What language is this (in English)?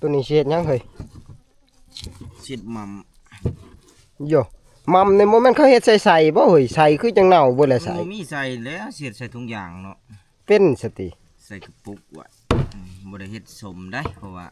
Northeastern Thai